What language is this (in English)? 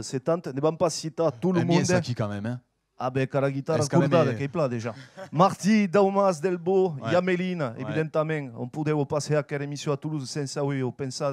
Occitan